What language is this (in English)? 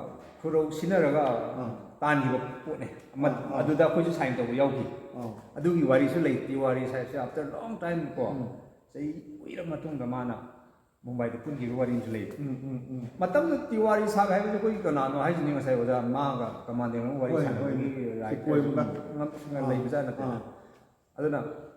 Manipuri